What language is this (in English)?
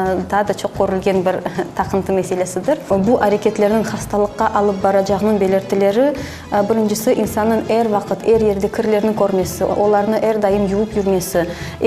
Crimean Tatar